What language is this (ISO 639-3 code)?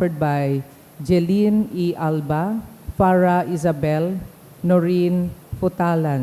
bik